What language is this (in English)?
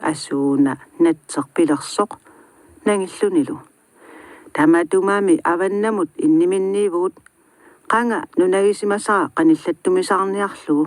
Kalaallisut